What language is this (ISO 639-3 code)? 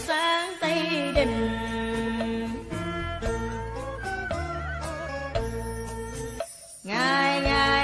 vie